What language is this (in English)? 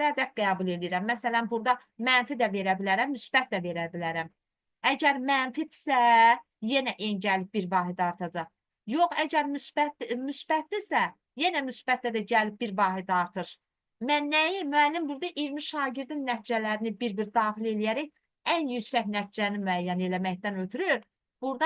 Azerbaijani